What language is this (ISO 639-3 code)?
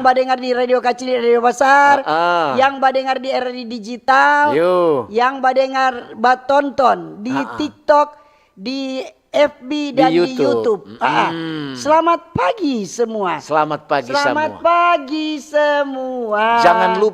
xmm